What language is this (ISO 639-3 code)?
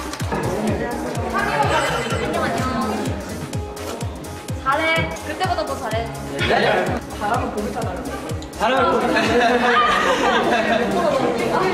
kor